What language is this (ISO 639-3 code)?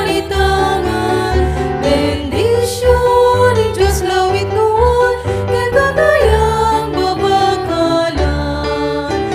pam